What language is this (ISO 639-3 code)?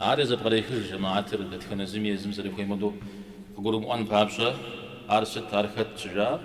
kbd